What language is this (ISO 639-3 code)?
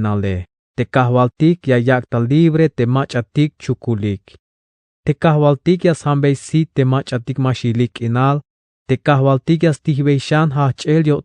tzh